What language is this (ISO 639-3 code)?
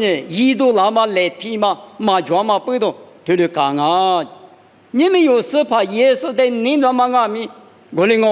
lis